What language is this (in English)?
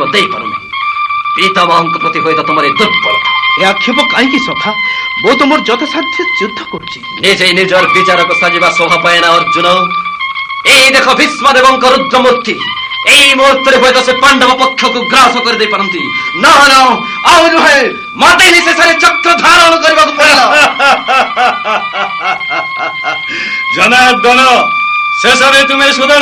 Odia